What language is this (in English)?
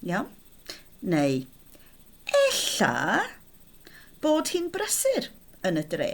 Welsh